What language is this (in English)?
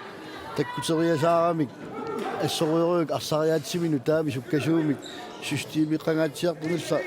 Kalaallisut